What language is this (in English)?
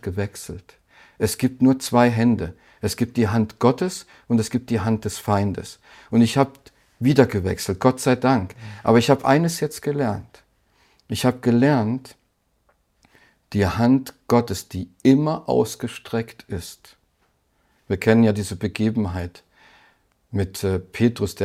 German